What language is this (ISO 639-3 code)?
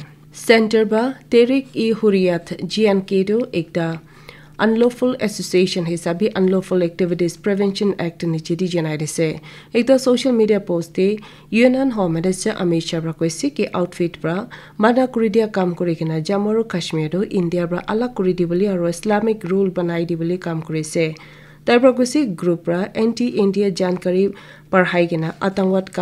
nag